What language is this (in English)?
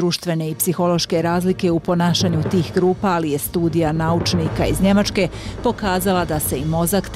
Bosnian